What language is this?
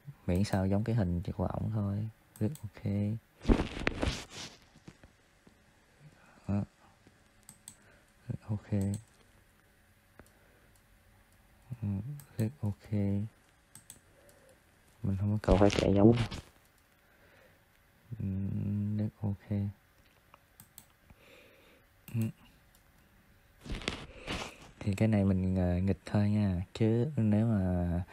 Vietnamese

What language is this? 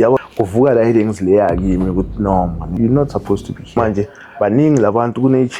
Zulu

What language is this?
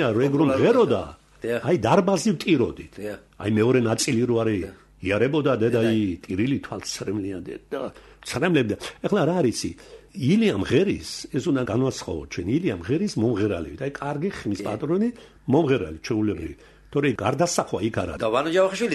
Georgian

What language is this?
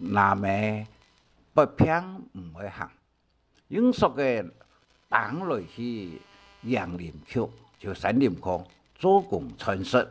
Hakka Chinese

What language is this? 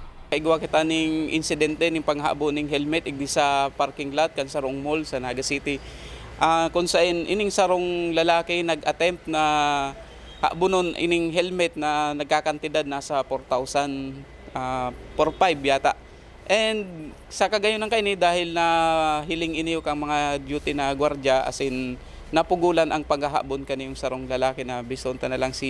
Bikol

